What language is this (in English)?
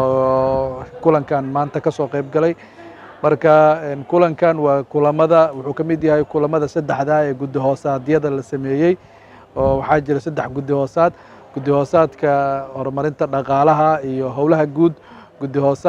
Somali